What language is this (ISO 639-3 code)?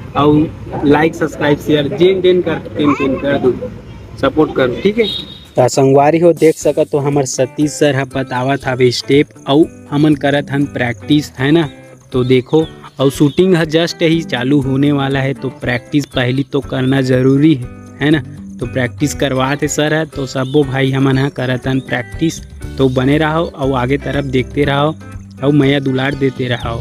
hne